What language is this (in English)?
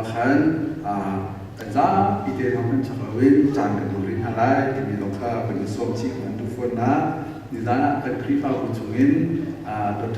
Hakha Chin